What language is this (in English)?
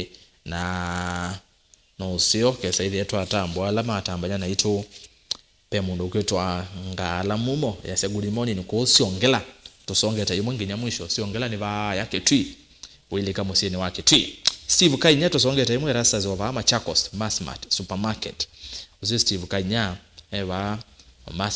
Kamba